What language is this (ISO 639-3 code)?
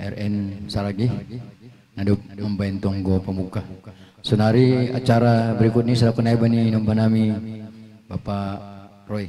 bts